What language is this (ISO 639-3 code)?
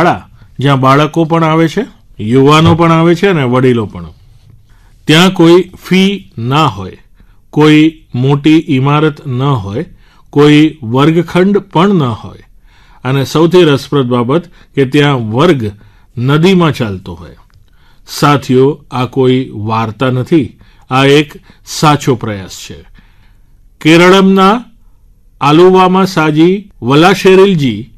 guj